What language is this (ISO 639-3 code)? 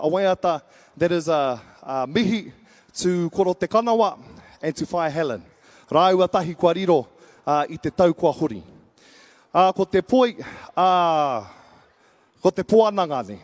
mri